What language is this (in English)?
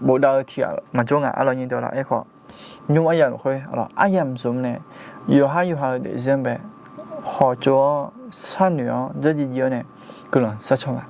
Akha